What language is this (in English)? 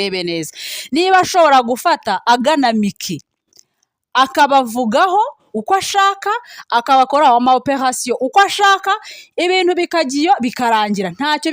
Kinyarwanda